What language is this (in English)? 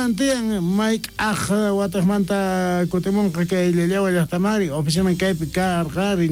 South Bolivian Quechua